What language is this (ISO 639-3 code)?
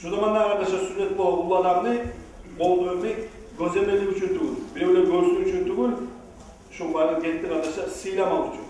kum